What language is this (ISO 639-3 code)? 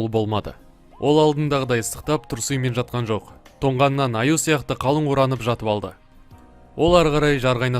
kaz